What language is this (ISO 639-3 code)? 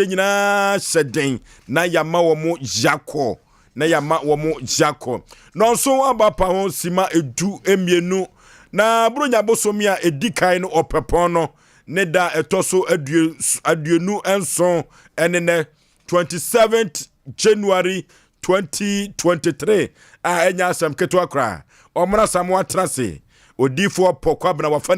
aka